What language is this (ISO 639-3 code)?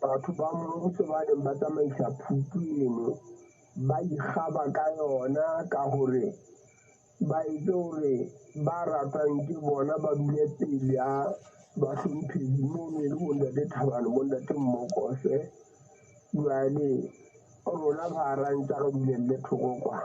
sot